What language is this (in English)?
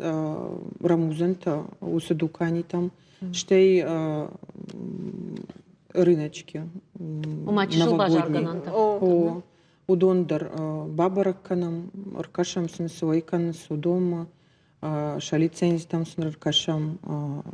Ossetic